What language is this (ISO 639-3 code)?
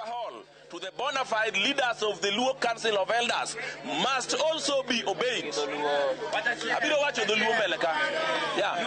luo